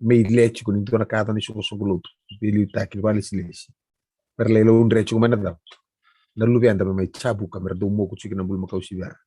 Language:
Fijian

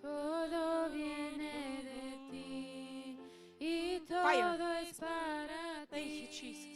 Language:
Plautdietsch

